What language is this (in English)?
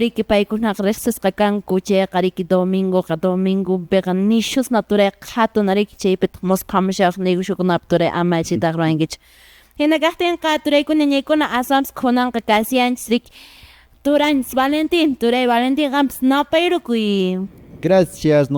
Quechua